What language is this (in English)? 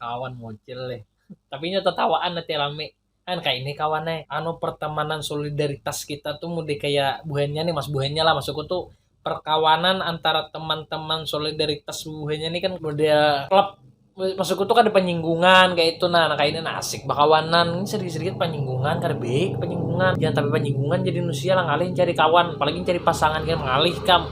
Banjar